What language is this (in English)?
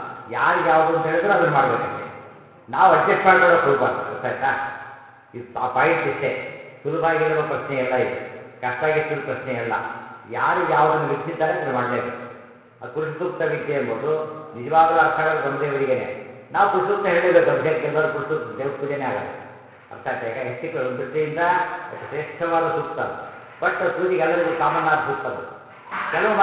Kannada